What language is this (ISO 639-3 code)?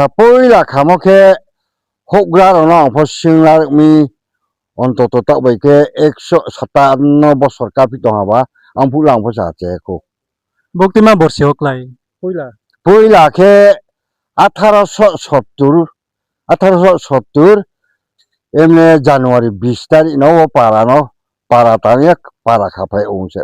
ria